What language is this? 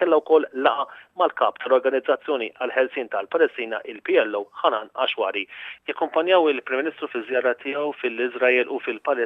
Maltese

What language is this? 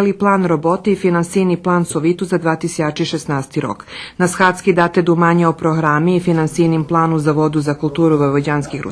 Rusyn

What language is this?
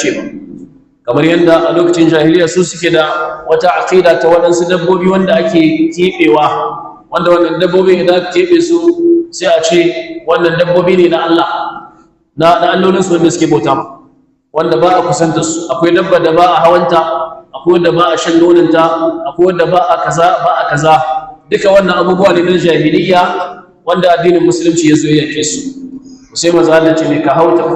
Hausa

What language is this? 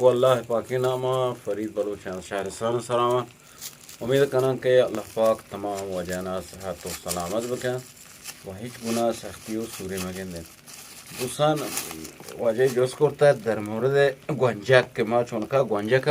Eastern Balochi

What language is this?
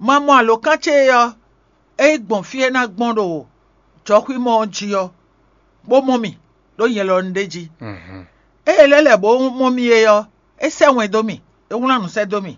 Fon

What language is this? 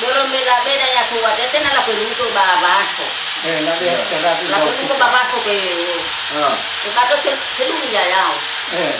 Nias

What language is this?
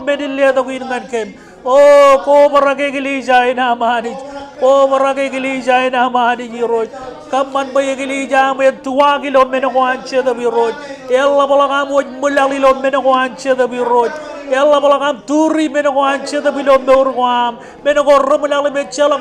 Marshallese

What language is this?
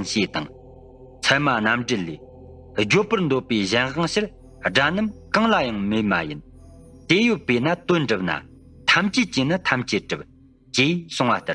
Tibetan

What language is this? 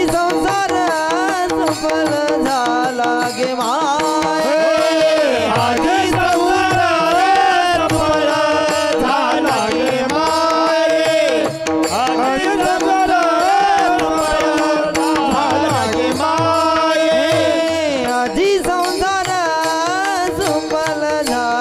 Marathi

